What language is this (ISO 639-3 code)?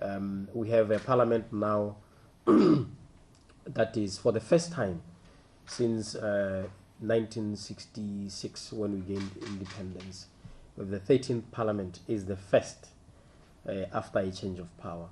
tsn